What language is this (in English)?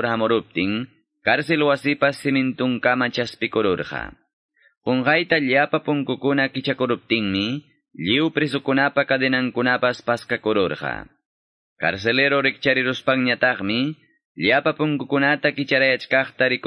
Quechua